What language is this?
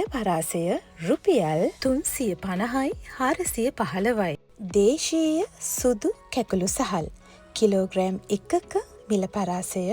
Sinhala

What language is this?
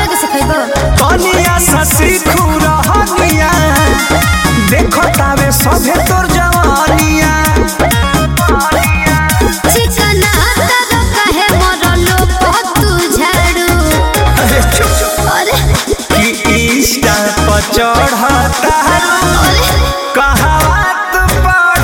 Bhojpuri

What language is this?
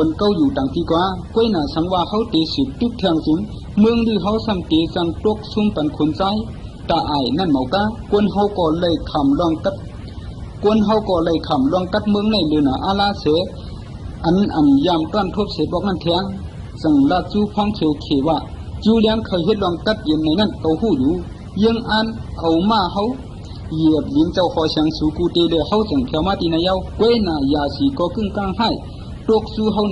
Shan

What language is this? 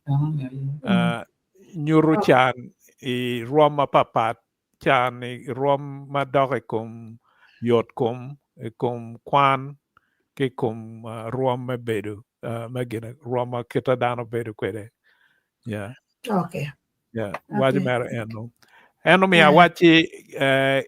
Acoli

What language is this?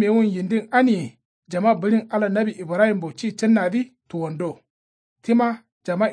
Kanuri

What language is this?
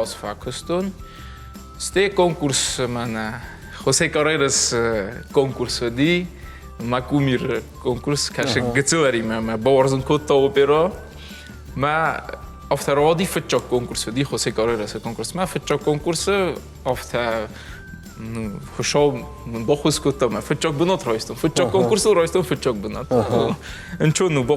Ossetic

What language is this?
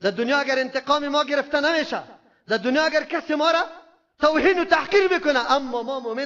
Persian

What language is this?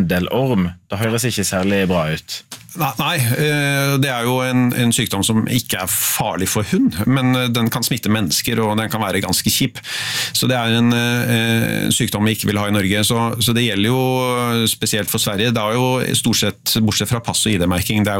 Norwegian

